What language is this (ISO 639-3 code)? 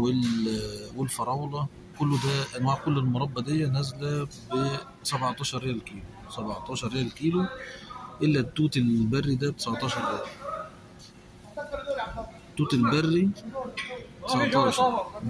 arz